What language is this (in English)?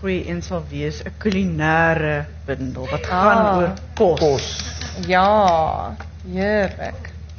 Afrikaans